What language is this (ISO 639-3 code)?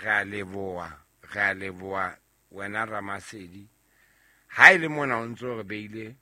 sot